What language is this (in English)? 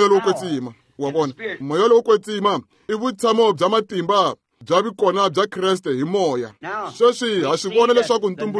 Tsonga